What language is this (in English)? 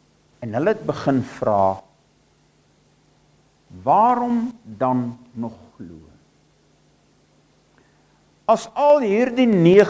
Afrikaans